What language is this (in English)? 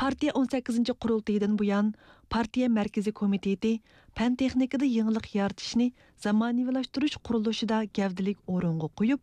Uyghur